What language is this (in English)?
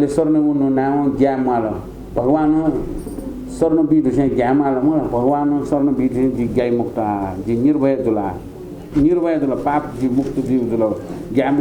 Newari